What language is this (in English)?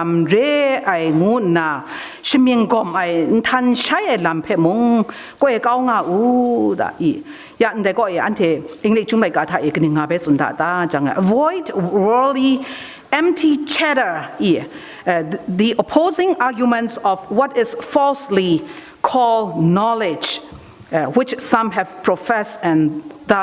Kachin